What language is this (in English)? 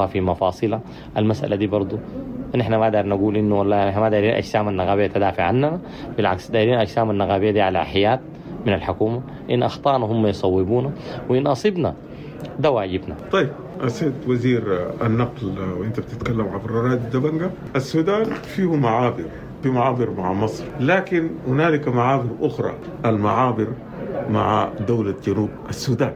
Sudanese Arabic